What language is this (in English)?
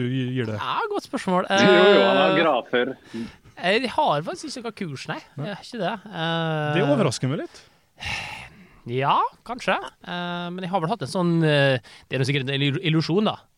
Norwegian